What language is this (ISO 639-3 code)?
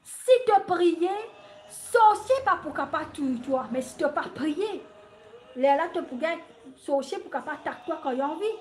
mfe